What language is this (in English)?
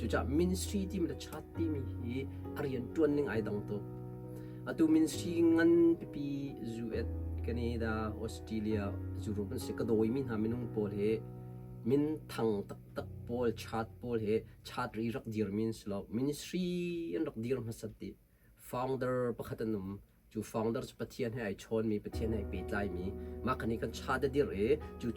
Hakha Chin